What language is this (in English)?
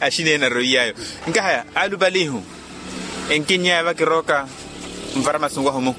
Makhuwa